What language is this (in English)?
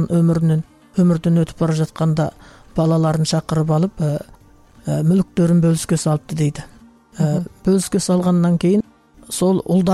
Kazakh